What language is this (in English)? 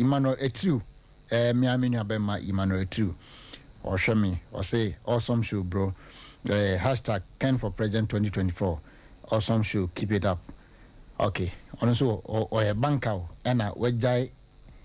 Akan